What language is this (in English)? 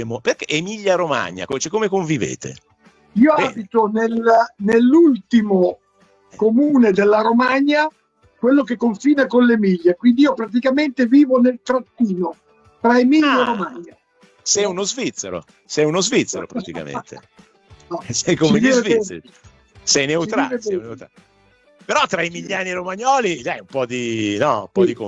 Italian